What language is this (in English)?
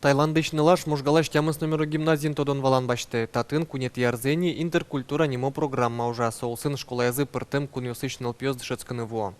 Udmurt